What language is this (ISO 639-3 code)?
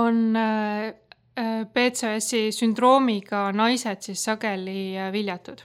est